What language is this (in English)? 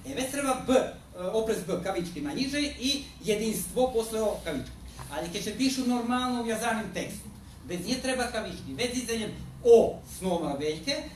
Rusyn